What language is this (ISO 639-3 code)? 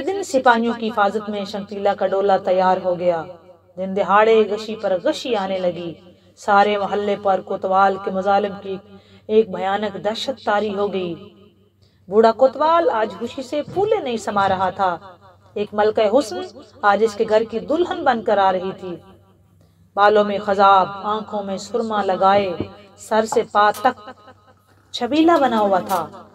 urd